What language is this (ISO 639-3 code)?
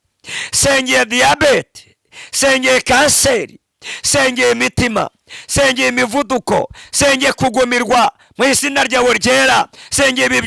kin